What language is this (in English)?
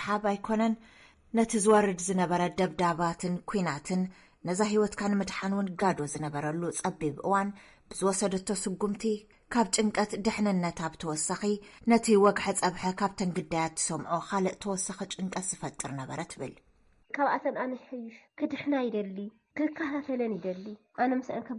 Tigrinya